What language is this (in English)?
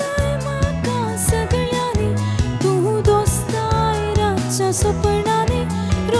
Konkani